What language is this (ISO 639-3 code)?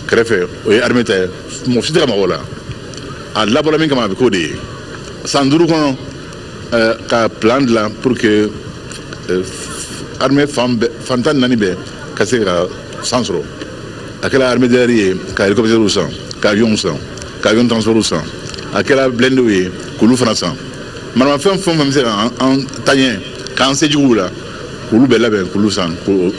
bam